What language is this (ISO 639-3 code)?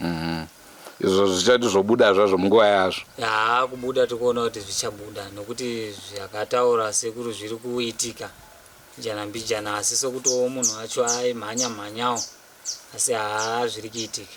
sna